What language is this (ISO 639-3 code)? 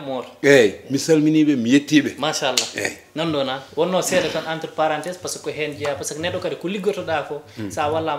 ful